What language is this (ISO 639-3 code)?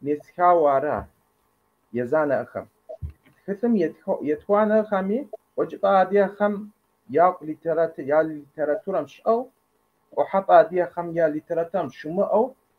kbd